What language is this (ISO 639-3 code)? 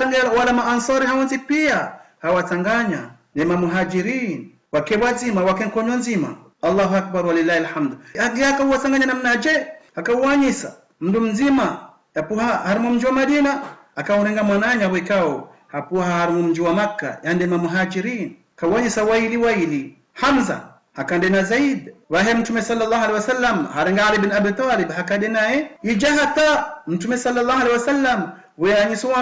zdj